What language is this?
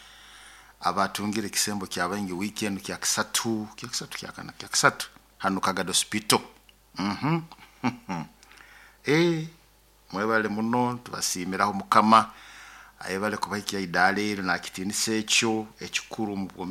Nyoro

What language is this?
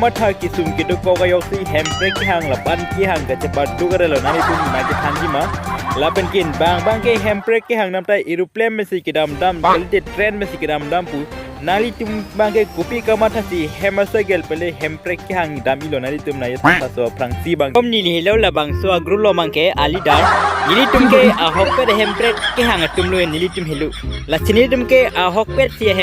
Karbi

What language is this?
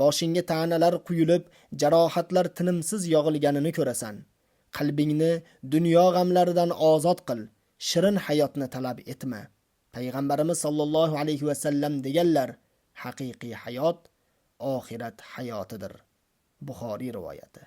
Uzbek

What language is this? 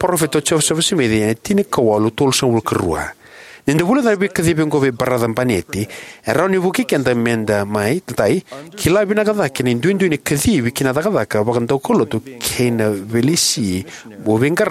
Fijian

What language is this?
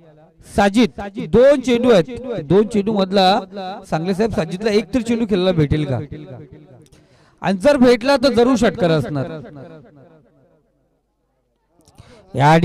Marathi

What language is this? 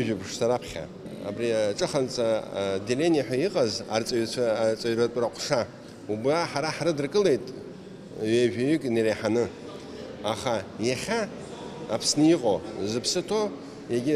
Abkhazian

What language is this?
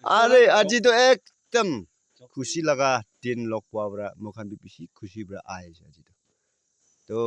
Naga Pidgin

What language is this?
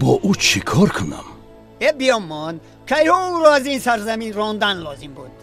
Tajik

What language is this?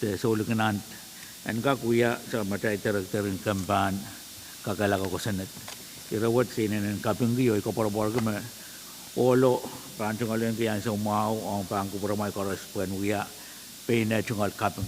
Pohnpeian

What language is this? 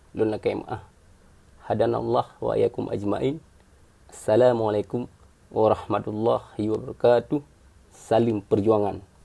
Achinese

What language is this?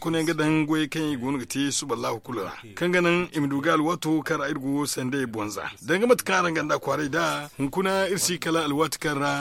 Zarma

